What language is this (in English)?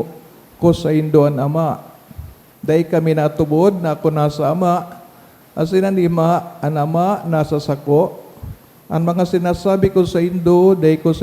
Bikol